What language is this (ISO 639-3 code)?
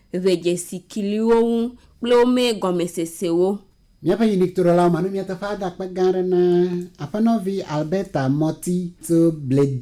ewe